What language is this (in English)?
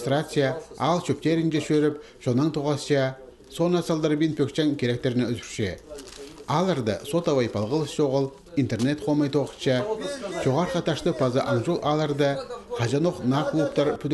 Khakas